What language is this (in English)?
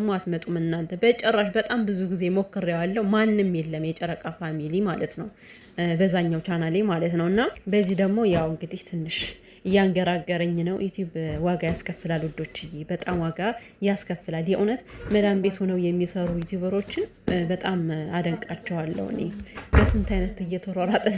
Amharic